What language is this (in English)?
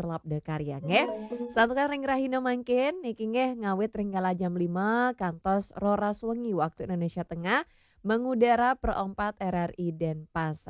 Balinese